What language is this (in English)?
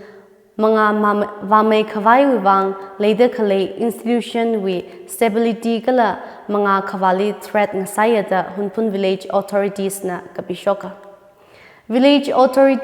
Tangkhul Naga (India)